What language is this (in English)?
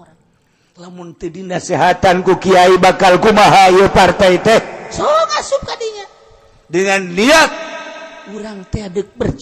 Sundanese